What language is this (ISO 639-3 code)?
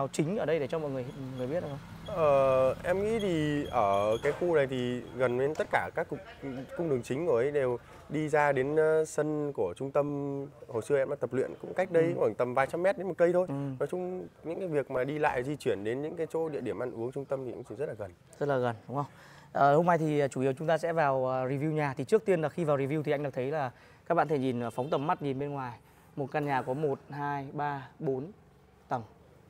vie